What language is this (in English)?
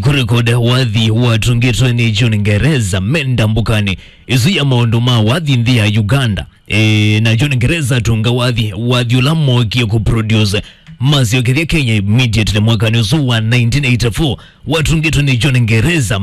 Kamba